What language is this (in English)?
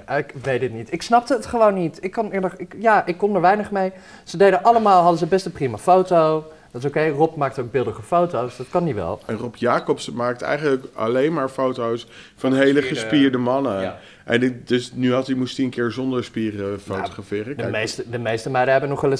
Dutch